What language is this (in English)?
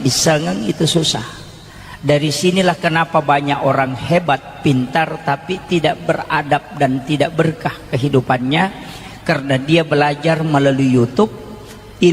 Buginese